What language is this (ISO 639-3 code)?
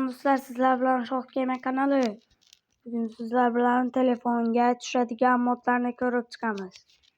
uzb